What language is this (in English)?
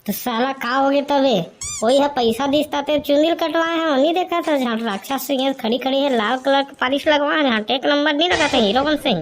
Chhattisgarhi